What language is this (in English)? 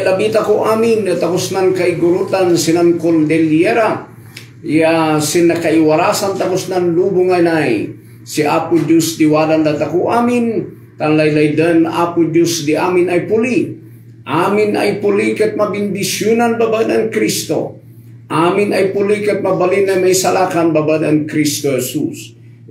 Kankanaey